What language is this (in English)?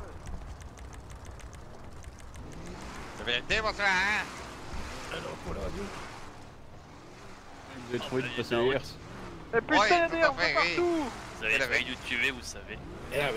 French